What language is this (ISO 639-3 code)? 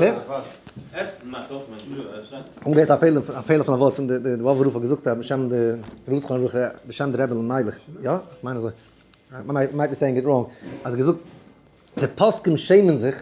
yid